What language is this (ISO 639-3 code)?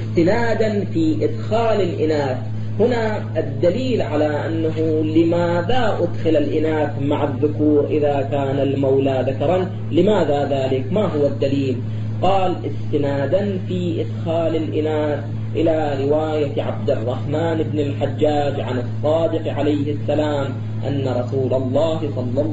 ara